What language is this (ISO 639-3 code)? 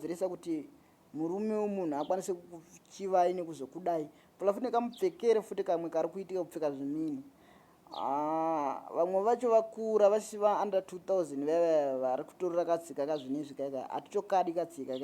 sna